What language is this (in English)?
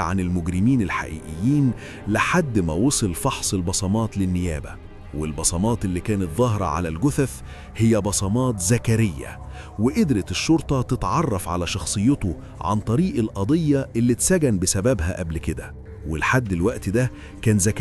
Egyptian Arabic